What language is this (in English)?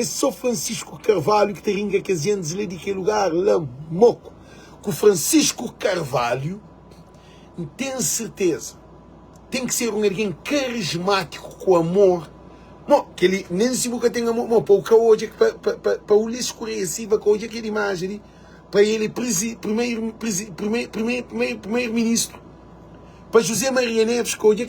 Kabuverdianu